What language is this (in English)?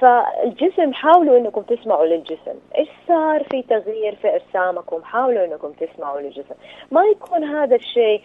Najdi Arabic